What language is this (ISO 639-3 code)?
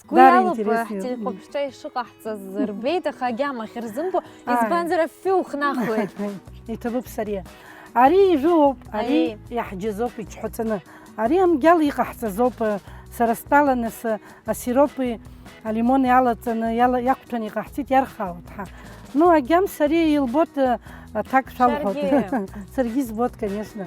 abk